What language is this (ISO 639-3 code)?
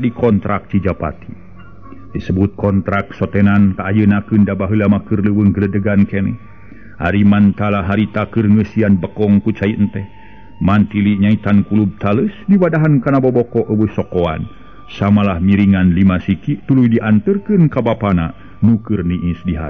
sun